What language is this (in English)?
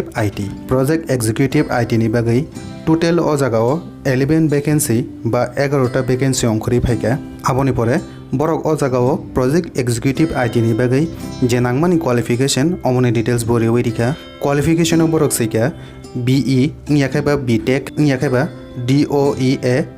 Kok Borok